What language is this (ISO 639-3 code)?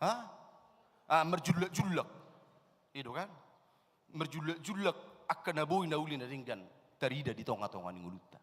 bbc